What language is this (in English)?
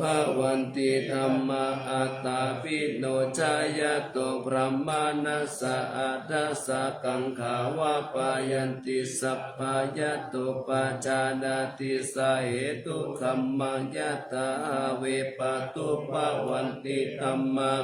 Pali